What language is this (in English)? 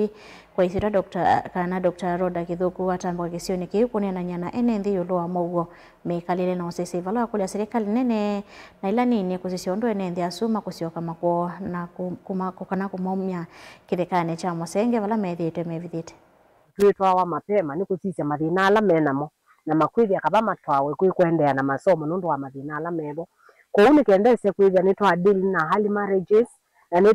Kamba